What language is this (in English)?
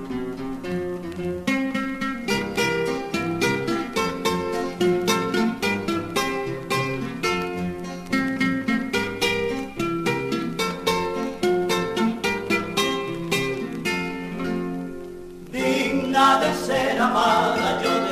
Spanish